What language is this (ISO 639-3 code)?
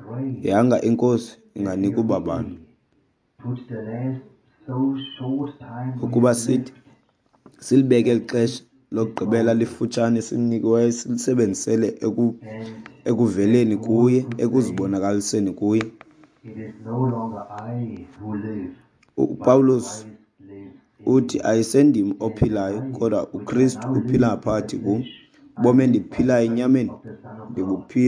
xho